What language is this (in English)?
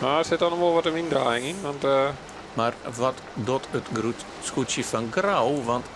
Western Frisian